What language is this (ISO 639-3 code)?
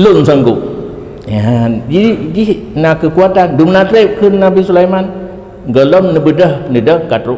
ace